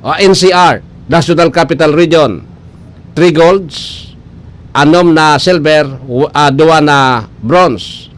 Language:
Bikol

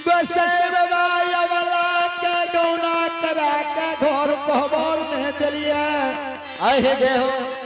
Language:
Angika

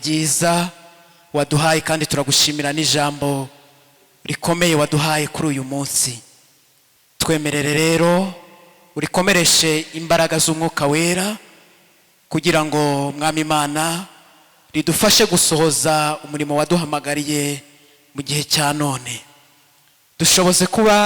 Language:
Kinyarwanda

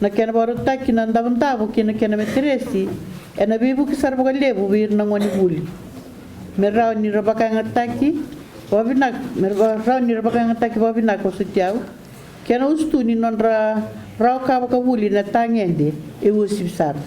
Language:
Fijian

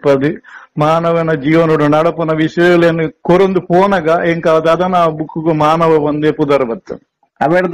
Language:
Tulu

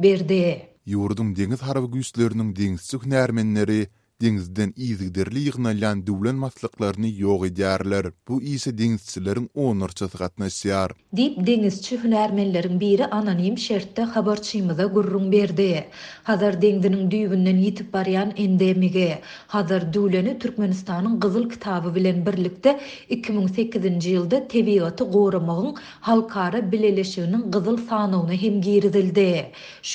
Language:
Turkmen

